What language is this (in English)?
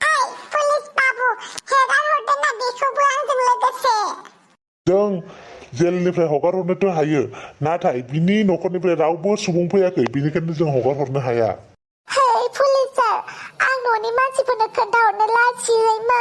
Bodo